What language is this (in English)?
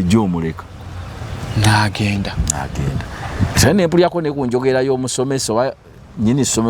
Ganda